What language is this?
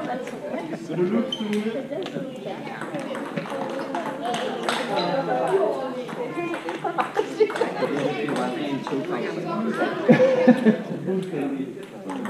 Danish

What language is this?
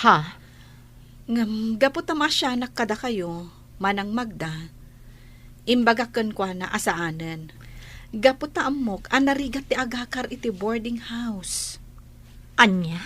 Iloko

